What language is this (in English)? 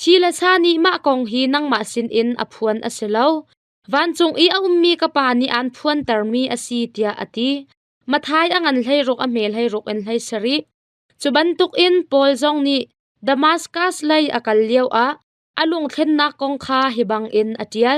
Hakha Chin